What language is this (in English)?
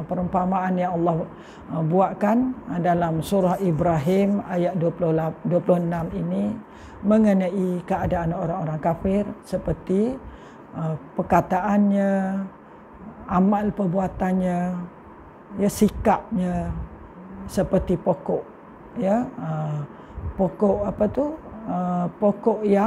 Malay